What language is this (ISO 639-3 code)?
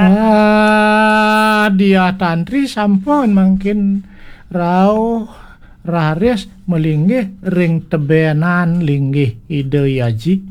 ban